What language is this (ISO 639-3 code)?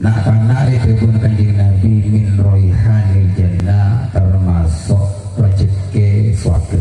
mad